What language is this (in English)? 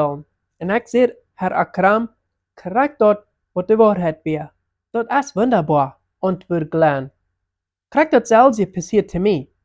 Plautdietsch